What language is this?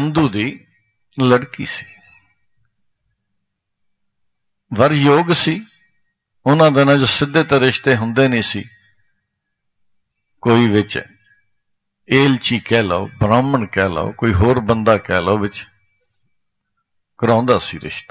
Punjabi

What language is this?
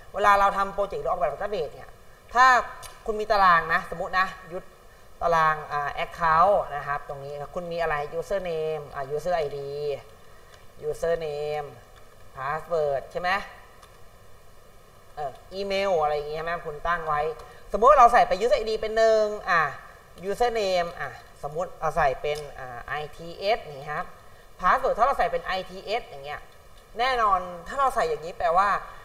Thai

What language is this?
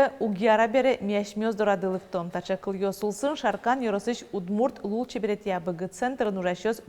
Udmurt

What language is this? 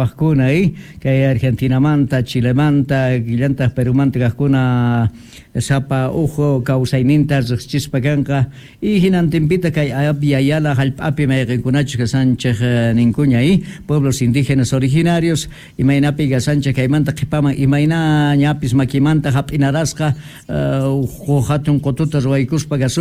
South Bolivian Quechua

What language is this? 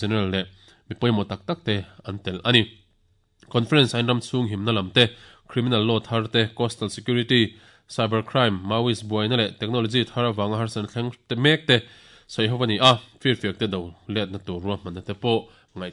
Mizo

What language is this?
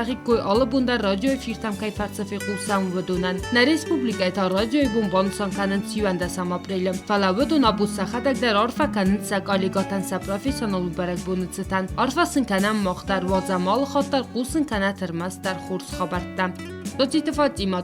Ossetic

